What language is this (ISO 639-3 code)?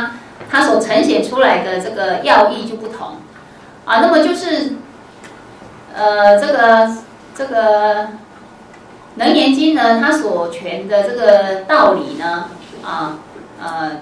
zho